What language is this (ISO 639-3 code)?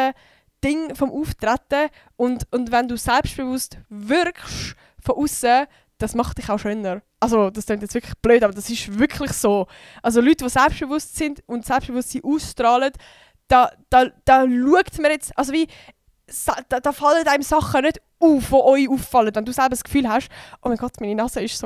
gsw